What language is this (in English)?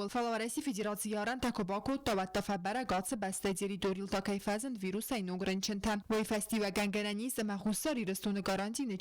Ossetic